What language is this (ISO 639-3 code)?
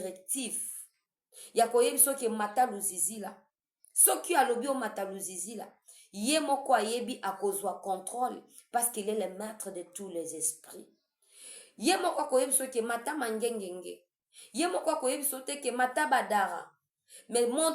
lin